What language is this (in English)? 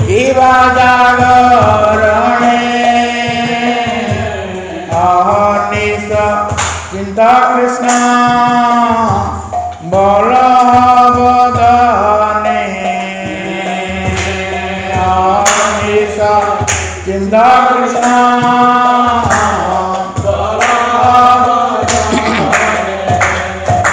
Odia